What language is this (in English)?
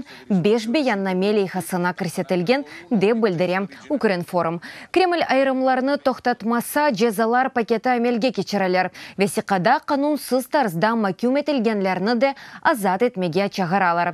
Crimean Tatar